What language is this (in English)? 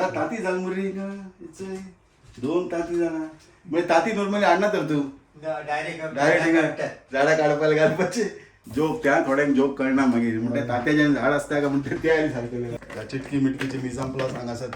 Konkani